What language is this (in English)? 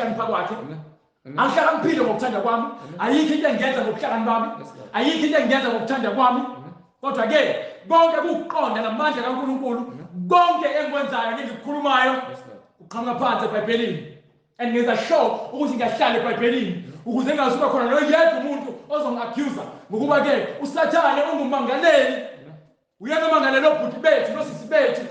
Zulu